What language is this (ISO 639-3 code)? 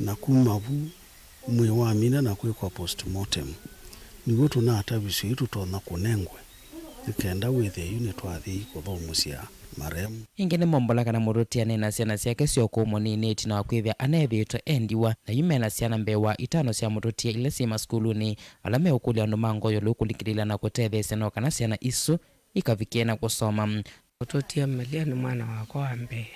kam